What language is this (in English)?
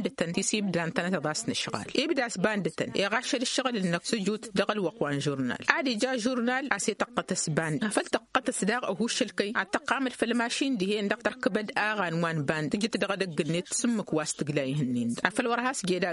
Tamasheq